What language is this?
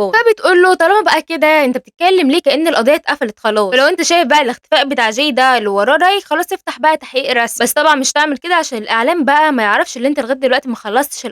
Egyptian Arabic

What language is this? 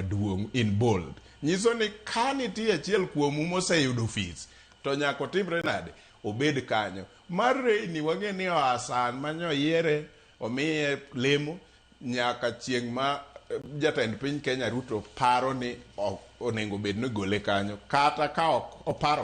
Luo (Kenya and Tanzania)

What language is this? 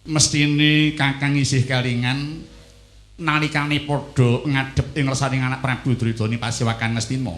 Javanese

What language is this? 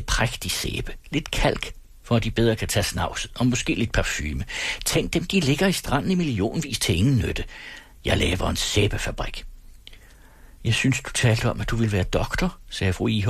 Danish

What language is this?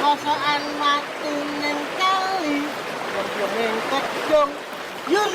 Javanese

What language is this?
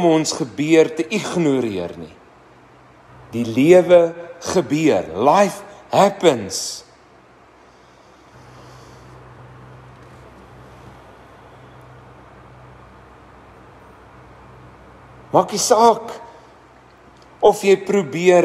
Afrikaans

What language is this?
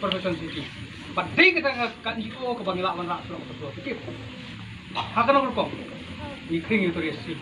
Khasi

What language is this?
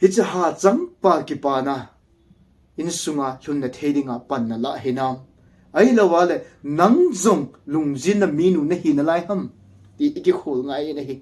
Thado Chin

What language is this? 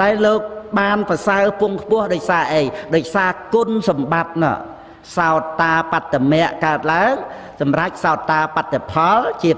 Khmer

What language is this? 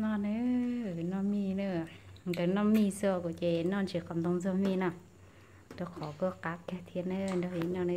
Hmong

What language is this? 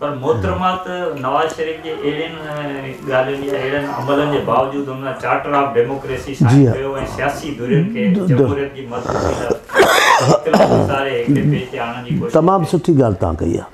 Sindhi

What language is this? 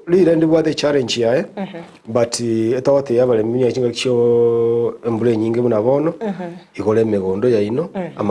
Gusii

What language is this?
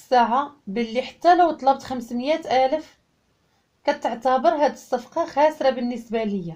Moroccan Arabic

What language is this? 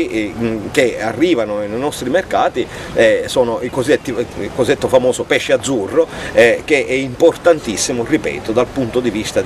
Italian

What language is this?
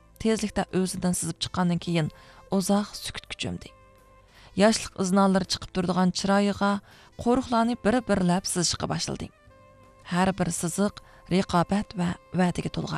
Uyghur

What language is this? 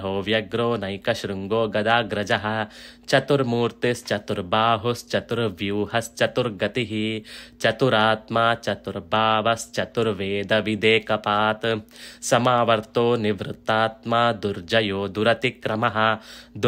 Sanskrit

